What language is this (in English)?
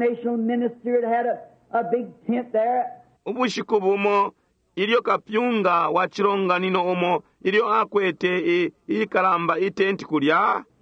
Bemba